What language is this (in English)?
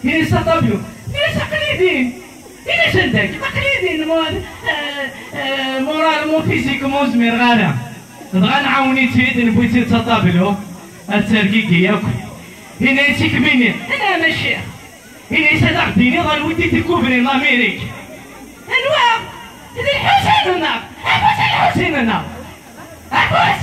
Kabyle